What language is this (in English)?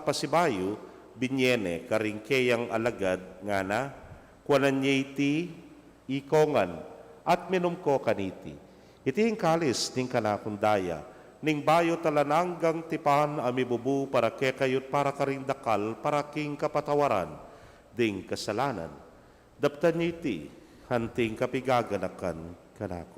Pampanga